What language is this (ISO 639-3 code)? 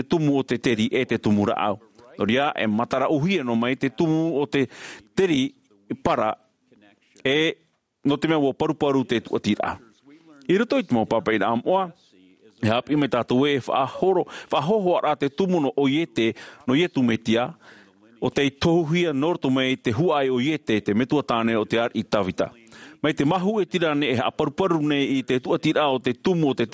tah